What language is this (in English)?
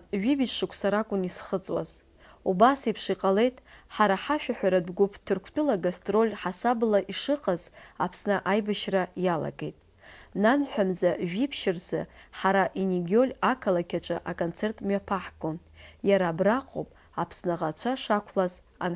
Abkhazian